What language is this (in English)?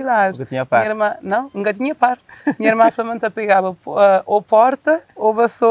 Kabuverdianu